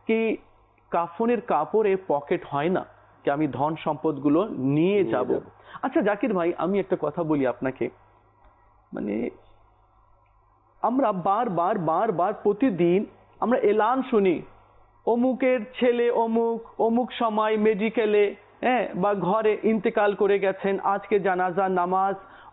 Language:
Bangla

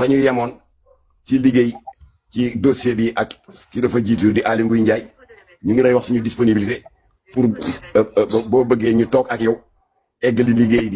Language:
Wolof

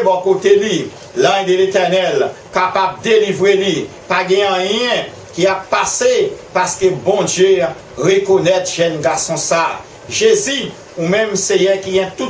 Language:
Haitian Creole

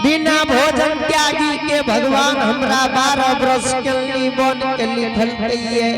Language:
Angika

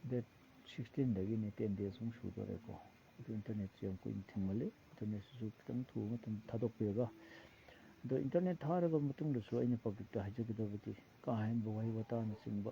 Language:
Manipuri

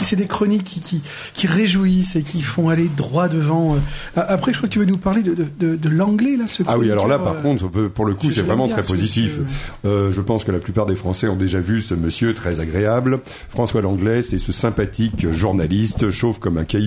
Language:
French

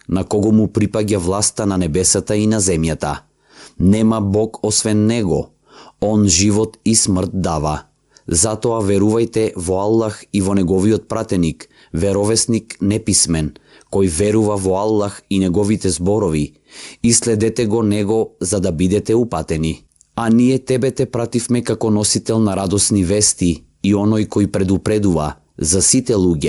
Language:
Macedonian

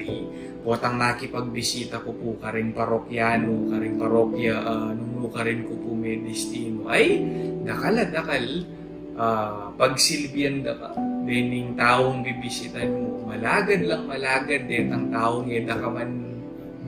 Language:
Pampanga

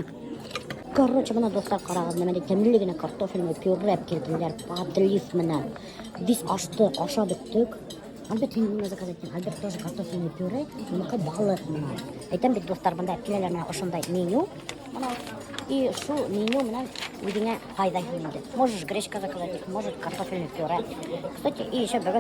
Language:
Bashkir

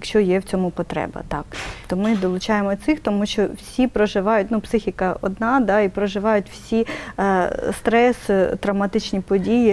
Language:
Ukrainian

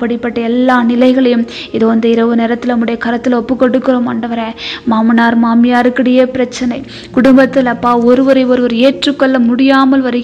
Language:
Tamil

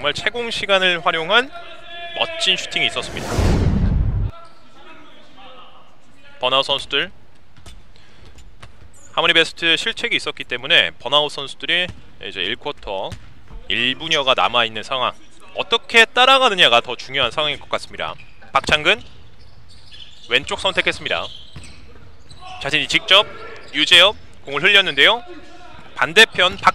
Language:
Korean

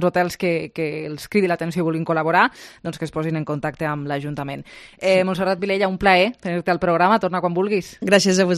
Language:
Catalan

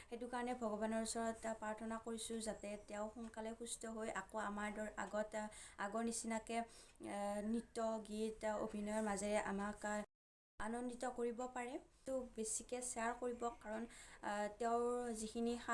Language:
Assamese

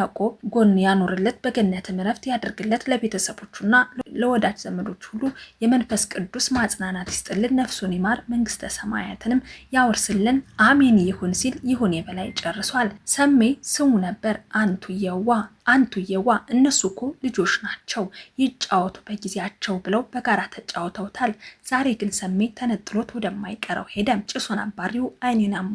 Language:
Amharic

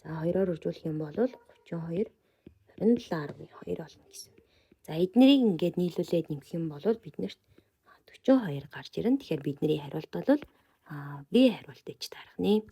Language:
Mongolian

